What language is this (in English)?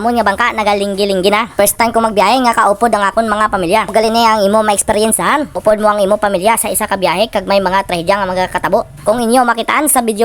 Hiligaynon